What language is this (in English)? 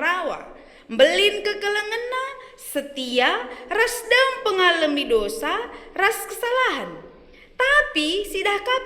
Batak Karo